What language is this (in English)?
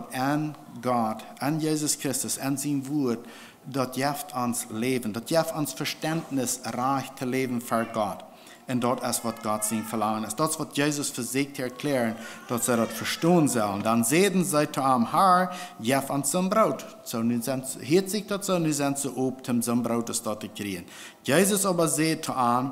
Plautdietsch